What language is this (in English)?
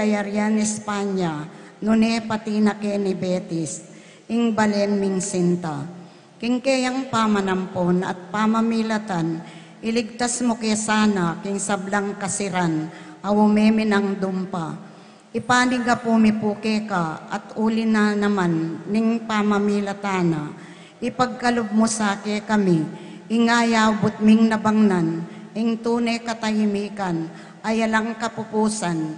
Pampanga